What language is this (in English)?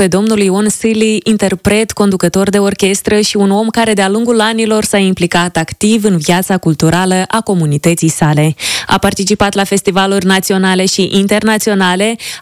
Romanian